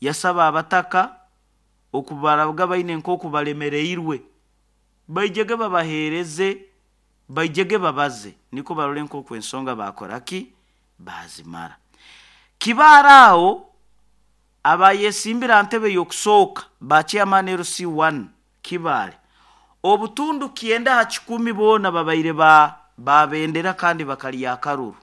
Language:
Nyoro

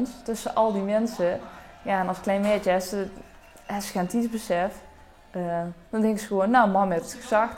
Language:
Limburgish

